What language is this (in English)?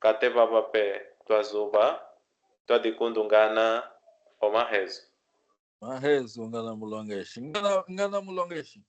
Kimbundu